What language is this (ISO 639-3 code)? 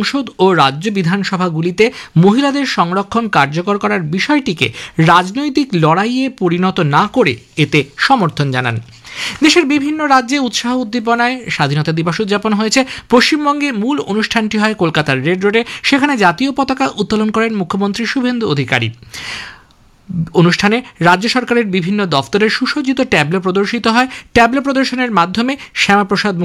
ben